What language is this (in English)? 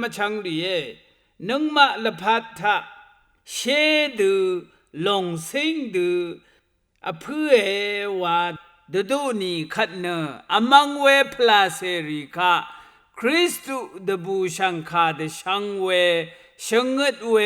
Rawang